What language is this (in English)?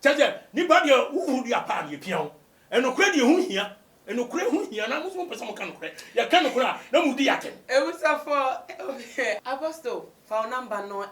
Akan